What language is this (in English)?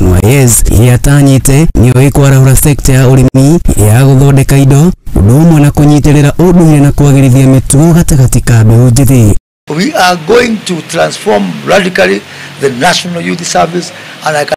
Kikuyu